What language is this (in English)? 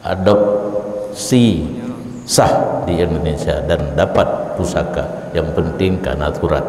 Achinese